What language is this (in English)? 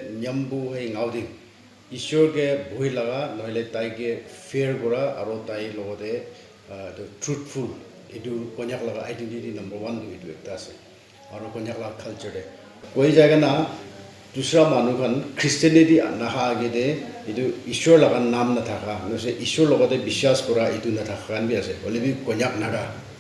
Naga Pidgin